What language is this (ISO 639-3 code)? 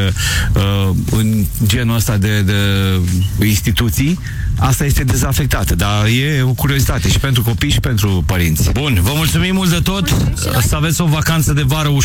ron